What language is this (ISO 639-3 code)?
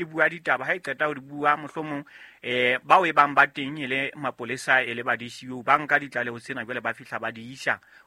sot